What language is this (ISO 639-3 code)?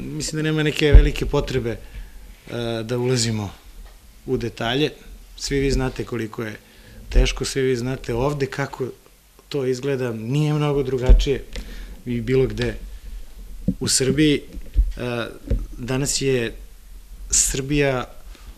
srp